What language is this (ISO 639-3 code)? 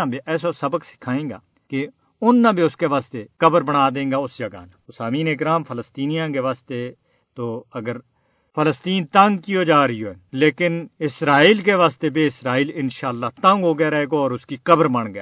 gju